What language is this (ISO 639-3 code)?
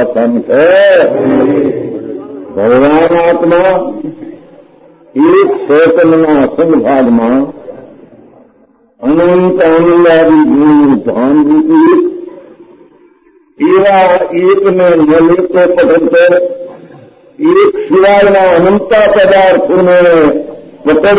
guj